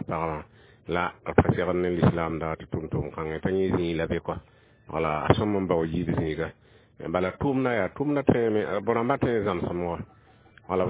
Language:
Mossi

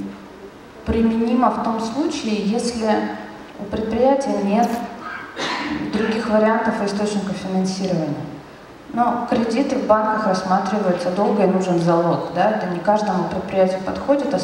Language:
Russian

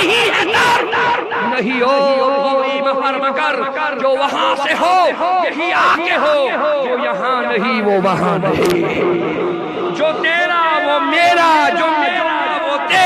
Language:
Kashmiri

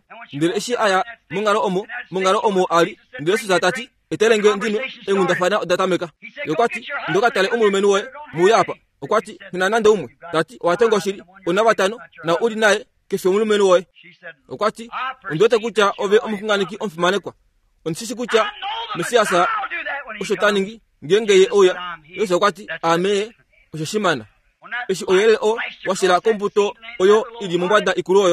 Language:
Kuanyama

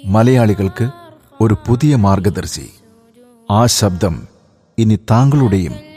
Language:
Malayalam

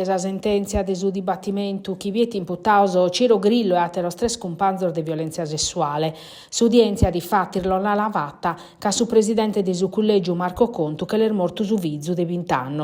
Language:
Sardinian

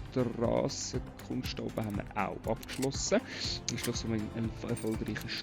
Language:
Swiss German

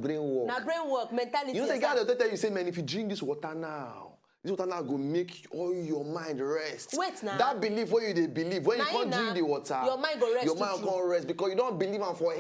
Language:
Nigerian Pidgin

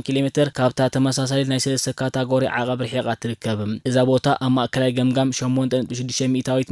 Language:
Tigrinya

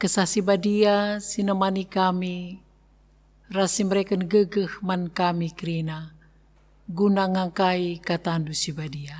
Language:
Batak Karo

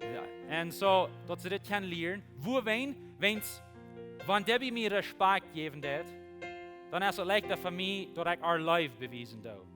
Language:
Plautdietsch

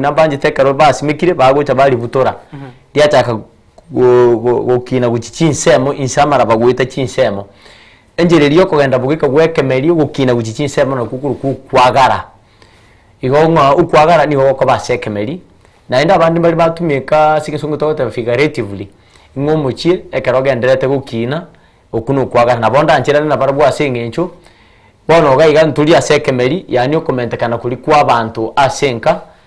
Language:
Gusii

